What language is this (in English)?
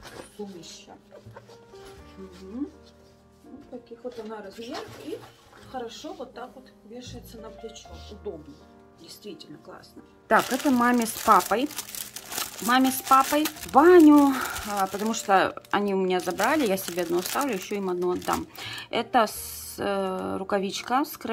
Russian